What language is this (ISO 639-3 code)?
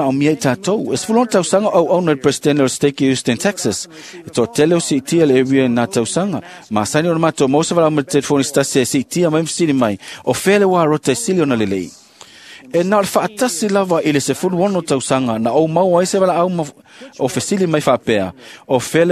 smo